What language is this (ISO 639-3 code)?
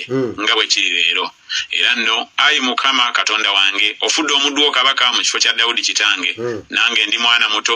lug